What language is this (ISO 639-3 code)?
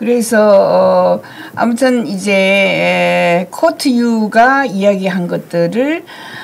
kor